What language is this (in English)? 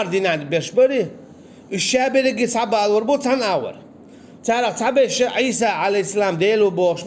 Chechen